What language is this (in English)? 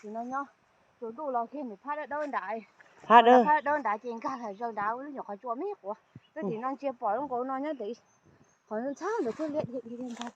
Hmong